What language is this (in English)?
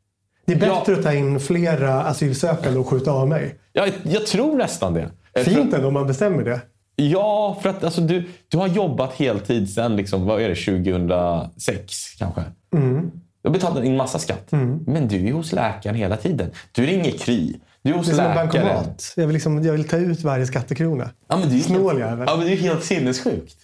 Swedish